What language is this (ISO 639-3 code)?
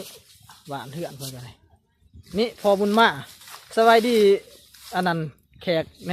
lao